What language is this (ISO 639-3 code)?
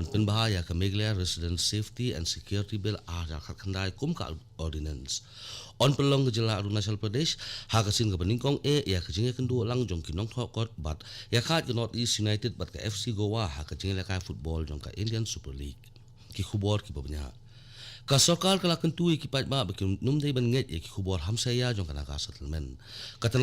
kha